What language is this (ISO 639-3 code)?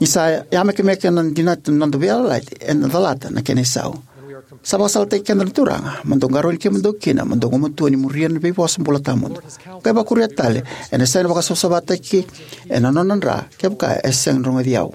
fij